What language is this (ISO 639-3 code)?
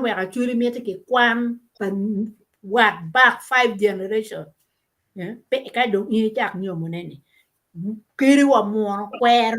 ach